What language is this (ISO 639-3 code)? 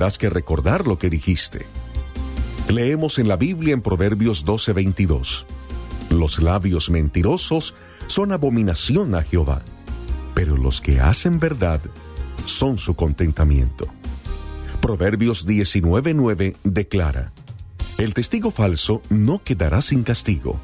spa